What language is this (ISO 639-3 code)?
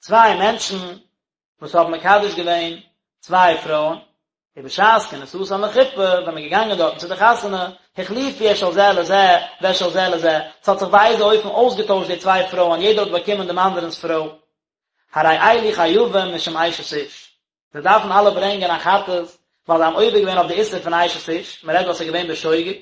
yid